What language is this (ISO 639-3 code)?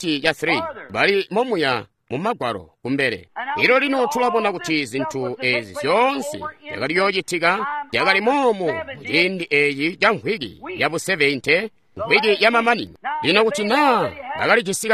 toi